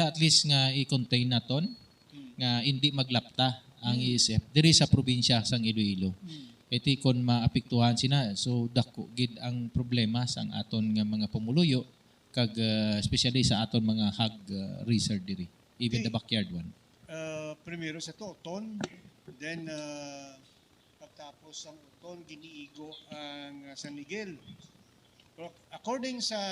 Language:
Hiligaynon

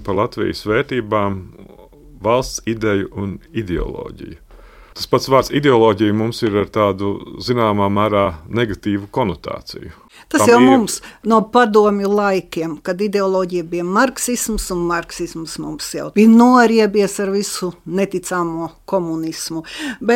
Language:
Latvian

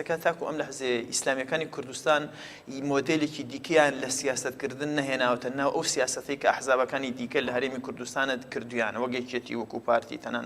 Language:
Central Kurdish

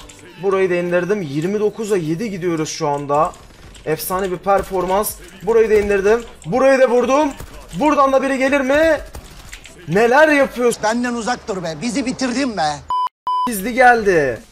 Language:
Turkish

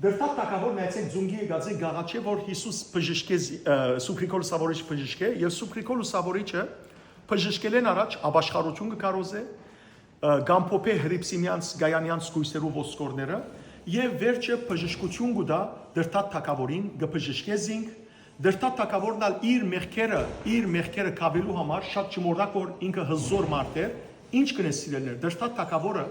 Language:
Western Armenian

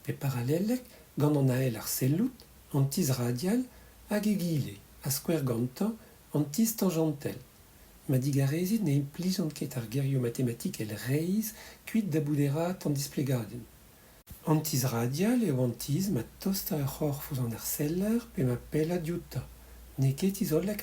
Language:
Breton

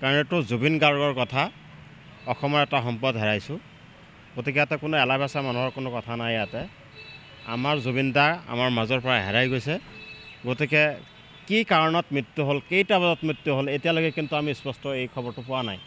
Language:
Assamese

